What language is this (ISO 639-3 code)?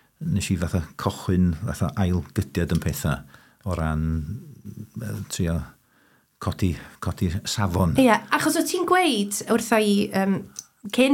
cym